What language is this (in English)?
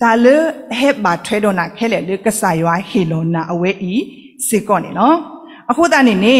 S'gaw Karen